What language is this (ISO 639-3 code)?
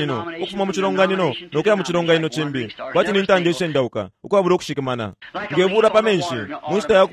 bem